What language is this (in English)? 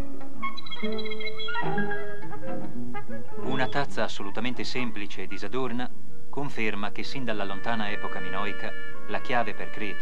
Italian